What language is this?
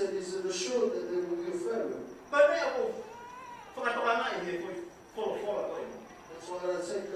Tongan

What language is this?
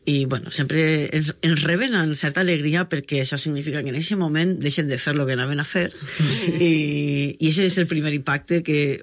Catalan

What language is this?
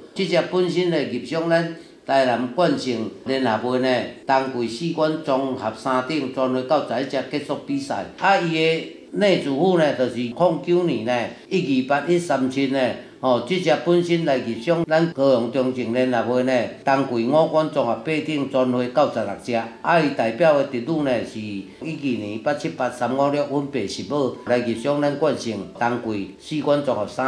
Min Nan Chinese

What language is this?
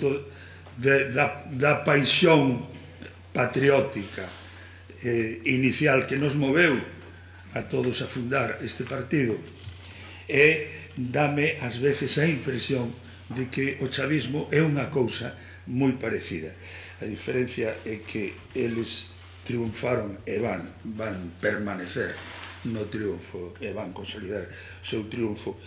Galician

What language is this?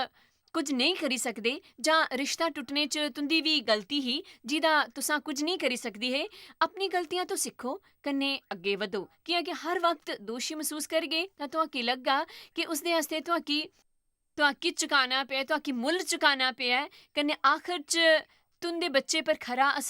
Dogri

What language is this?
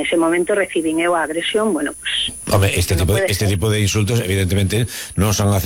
Galician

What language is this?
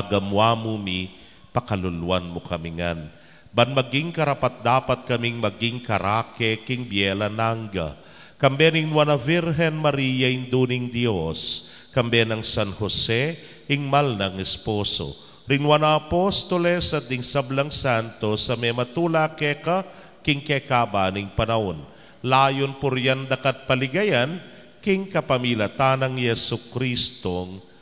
Pampanga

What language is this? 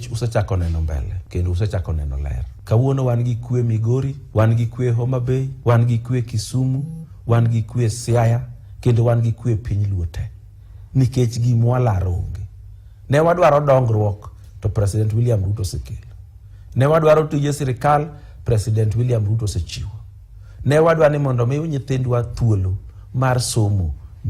Luo (Kenya and Tanzania)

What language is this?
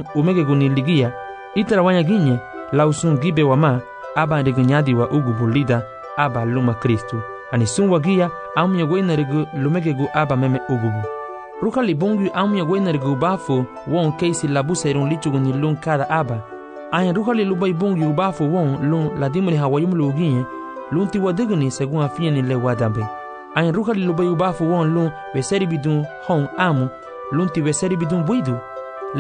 Garifuna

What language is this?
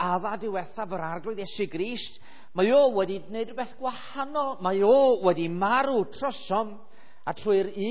Welsh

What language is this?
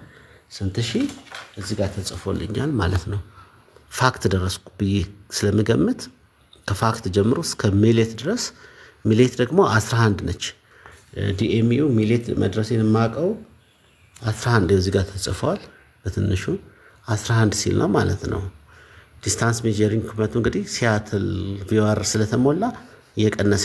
Amharic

